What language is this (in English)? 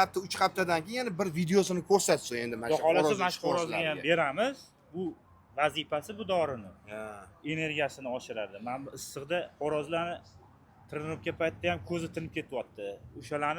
Uzbek